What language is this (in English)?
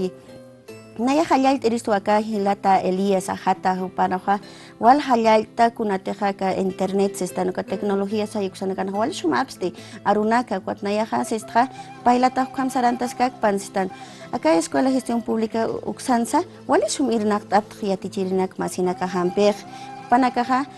Aymara